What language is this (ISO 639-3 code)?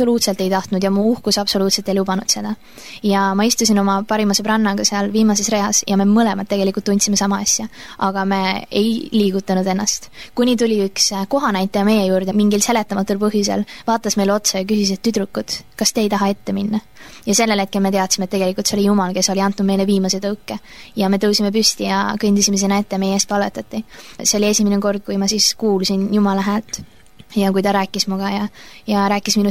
est